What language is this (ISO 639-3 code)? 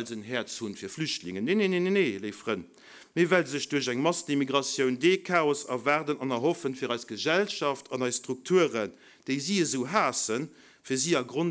ltz